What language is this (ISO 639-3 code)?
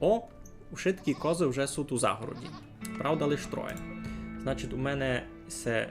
rue